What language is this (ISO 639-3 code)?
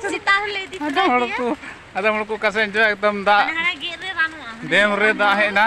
sat